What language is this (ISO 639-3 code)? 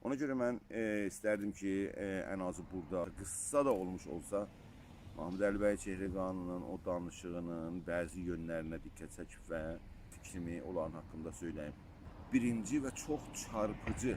azb